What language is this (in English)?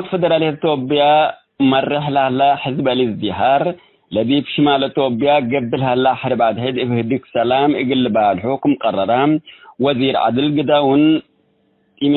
Tigre